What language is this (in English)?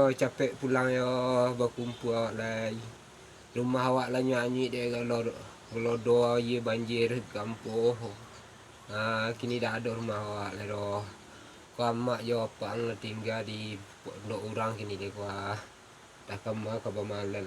Minangkabau